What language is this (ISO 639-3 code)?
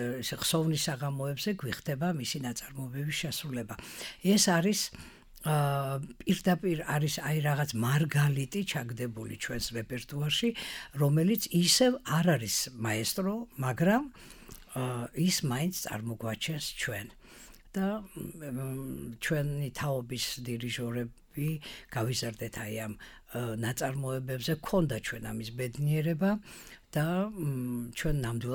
kat